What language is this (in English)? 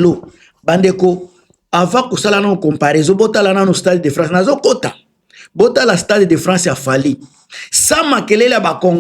Lingala